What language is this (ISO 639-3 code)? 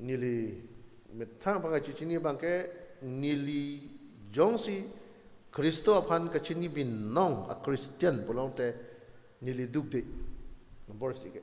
mjw